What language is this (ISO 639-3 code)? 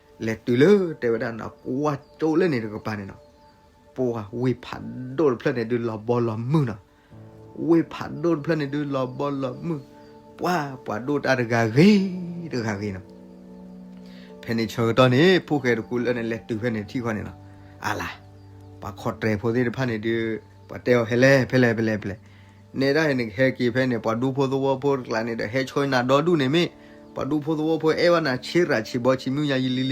ksw